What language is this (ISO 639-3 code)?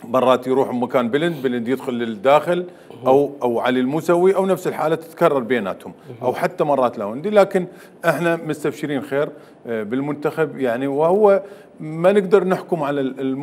acm